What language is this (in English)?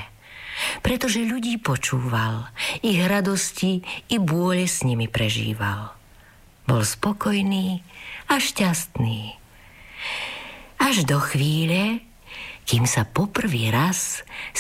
Slovak